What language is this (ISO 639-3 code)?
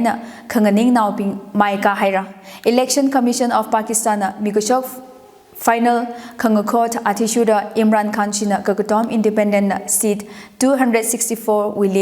nmf